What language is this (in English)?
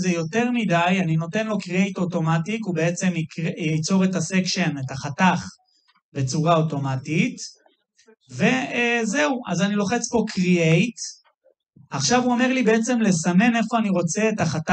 Hebrew